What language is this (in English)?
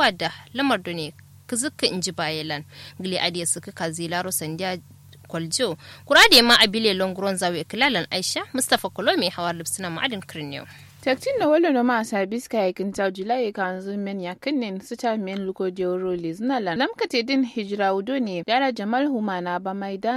Kanuri